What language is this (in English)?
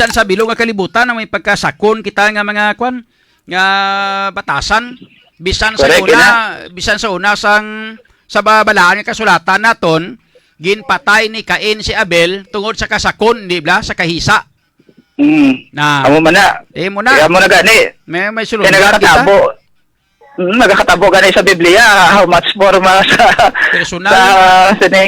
Hiligaynon